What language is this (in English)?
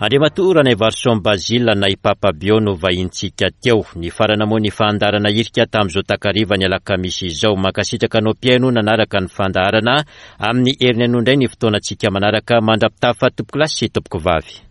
Malagasy